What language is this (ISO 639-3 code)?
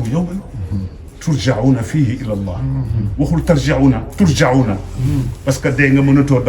wol